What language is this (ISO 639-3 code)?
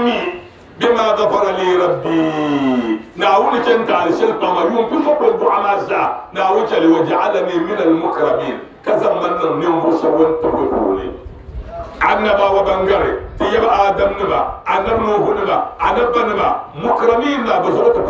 dag